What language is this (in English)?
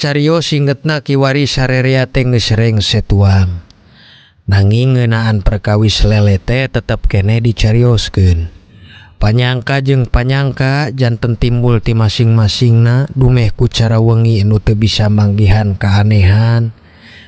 Sundanese